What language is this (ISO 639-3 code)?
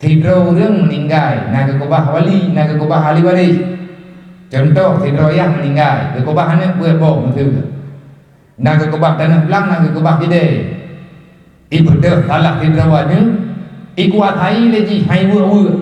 ace